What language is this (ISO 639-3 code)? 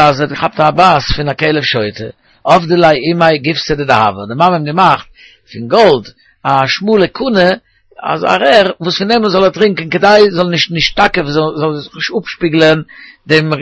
yid